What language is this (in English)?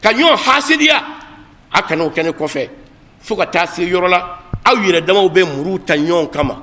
Bambara